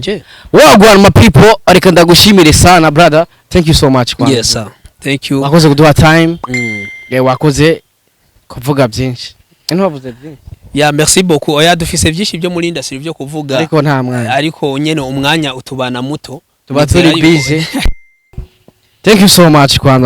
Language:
Rundi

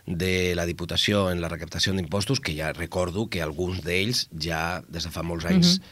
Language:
Catalan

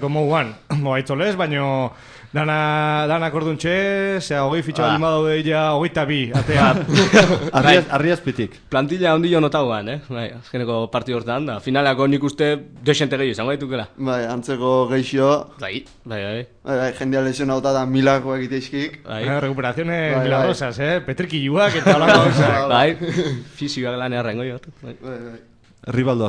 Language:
Basque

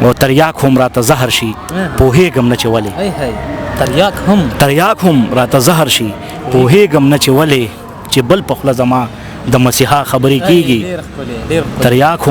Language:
Pashto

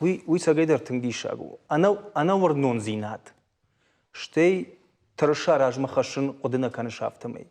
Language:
Ossetic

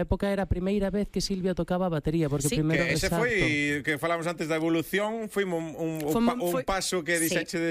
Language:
Galician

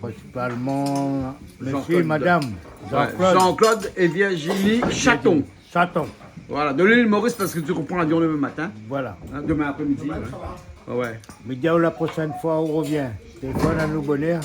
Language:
Réunion Creole French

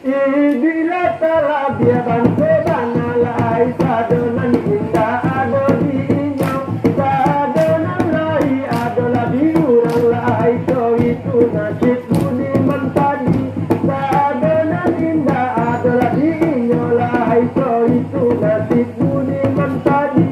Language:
Minangkabau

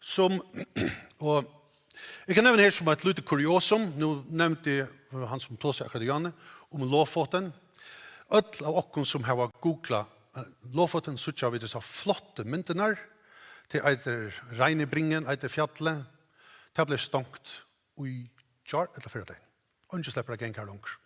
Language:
Faroese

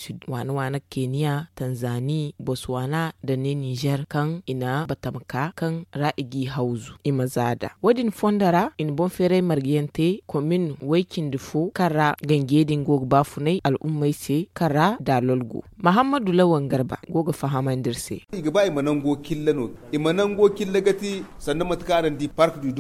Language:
Zarma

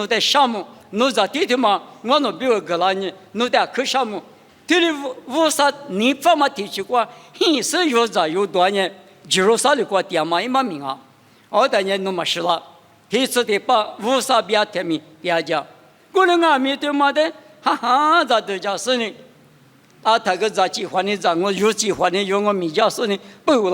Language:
Lisu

